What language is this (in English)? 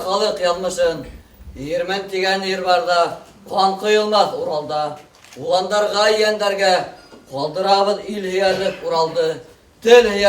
Bashkir